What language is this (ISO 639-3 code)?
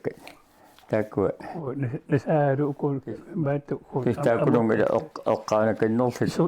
kal